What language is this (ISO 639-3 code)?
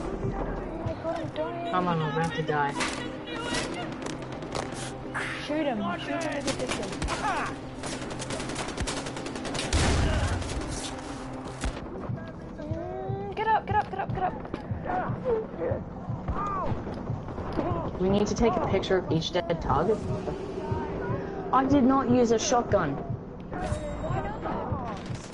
eng